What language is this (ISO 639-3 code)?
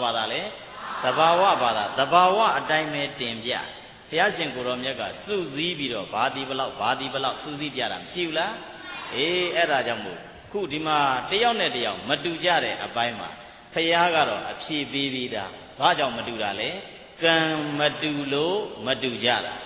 mya